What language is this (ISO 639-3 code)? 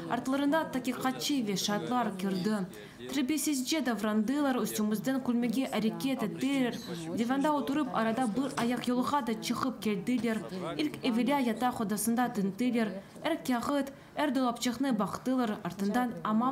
crh